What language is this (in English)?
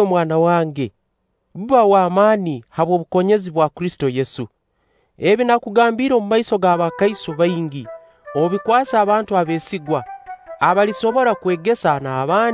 Nyoro